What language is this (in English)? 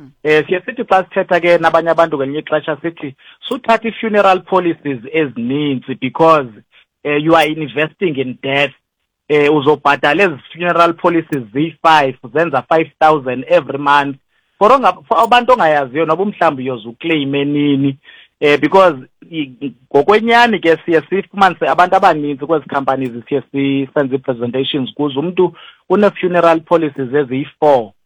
Xhosa